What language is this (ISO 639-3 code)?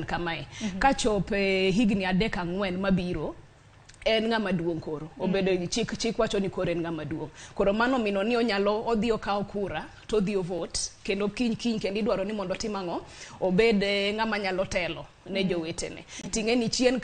luo